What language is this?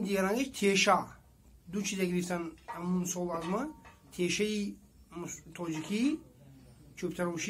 Tajik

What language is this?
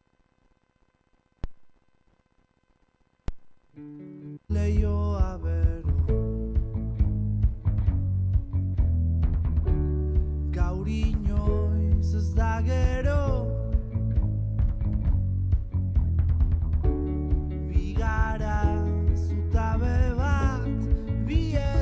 Basque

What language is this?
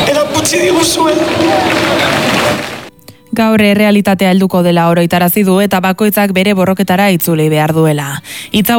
Basque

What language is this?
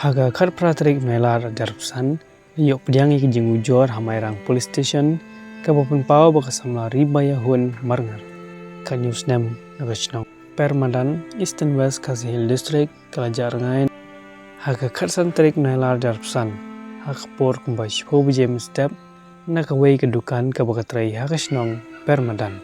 Khasi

